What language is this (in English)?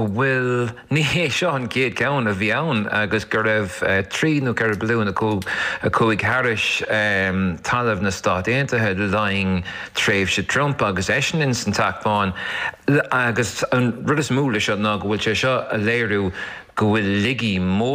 Irish